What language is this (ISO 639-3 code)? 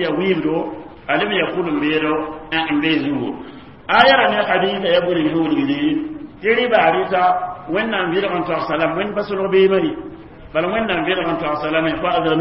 mos